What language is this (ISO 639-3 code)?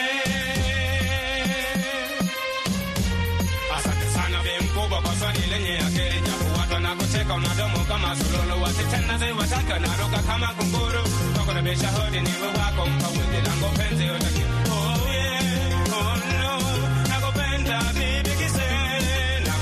swa